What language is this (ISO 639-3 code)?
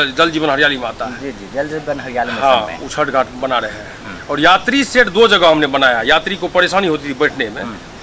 hin